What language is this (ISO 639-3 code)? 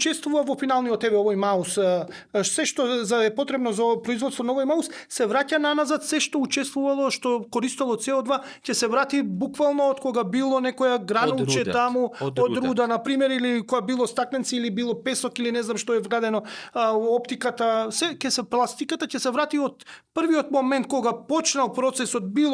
mkd